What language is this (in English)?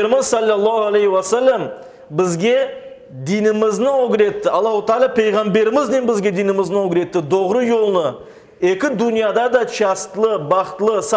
Crimean Tatar